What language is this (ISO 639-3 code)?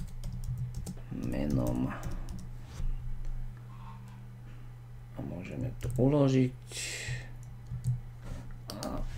slk